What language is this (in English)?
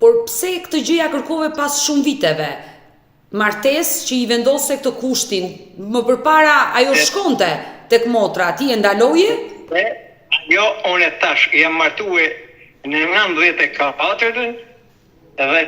Albanian